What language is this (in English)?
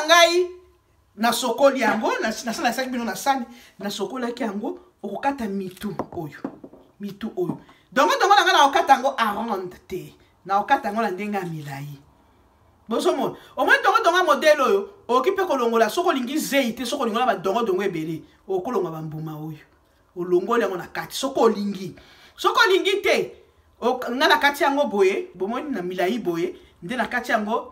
Lingala